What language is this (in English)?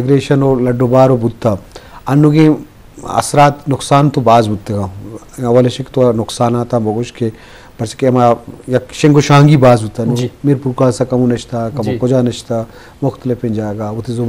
Eastern Balochi